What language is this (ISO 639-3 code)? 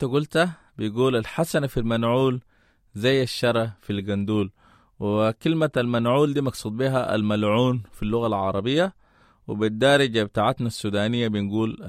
apd